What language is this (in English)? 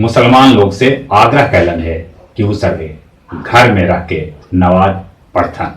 Magahi